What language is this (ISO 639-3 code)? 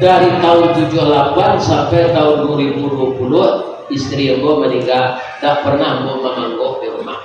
min